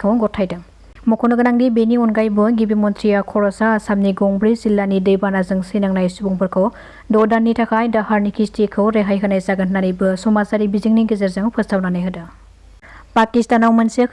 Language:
Bodo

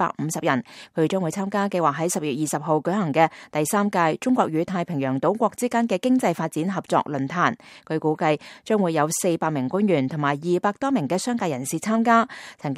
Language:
Cantonese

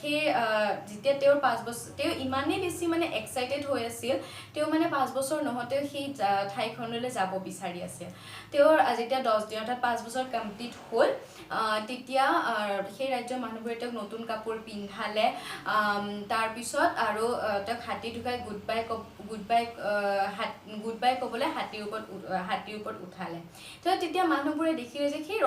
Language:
Assamese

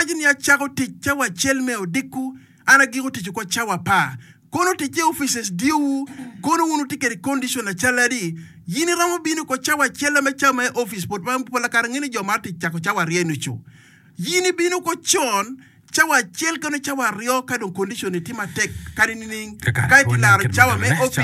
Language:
Acoli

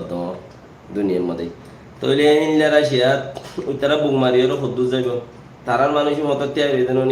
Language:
Rohingya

